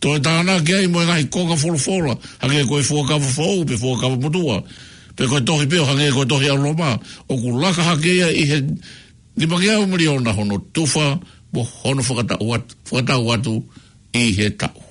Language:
Tongan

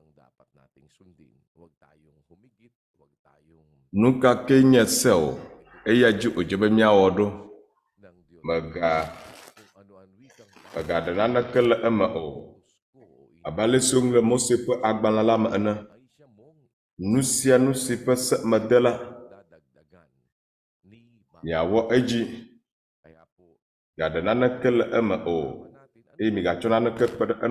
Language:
Ewe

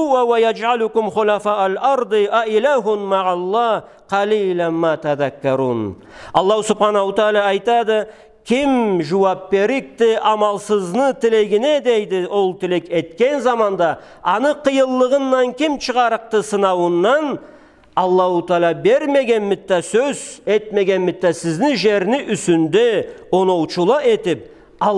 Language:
Karachay-Balkar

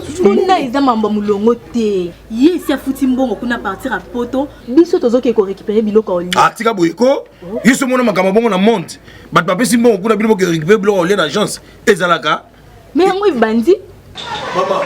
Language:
Lingala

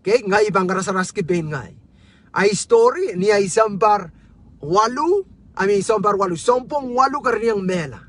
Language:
Pohnpeian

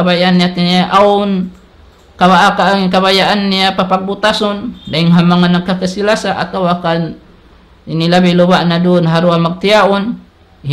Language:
Tausug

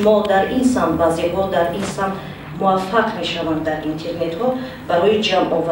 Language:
Tajik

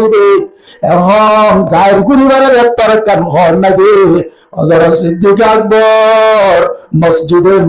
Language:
Rohingya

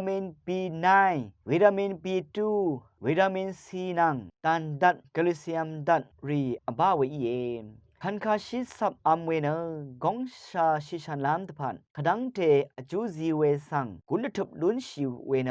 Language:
Rawang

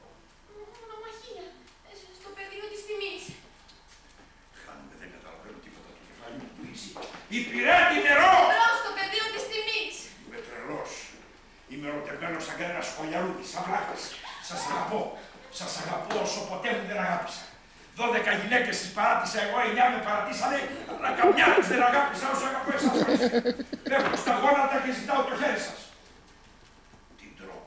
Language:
Greek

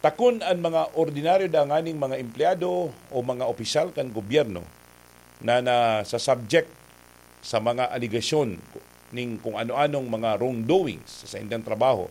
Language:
Bikol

